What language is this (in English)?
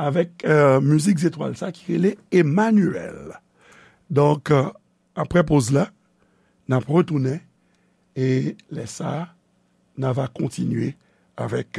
Haitian Creole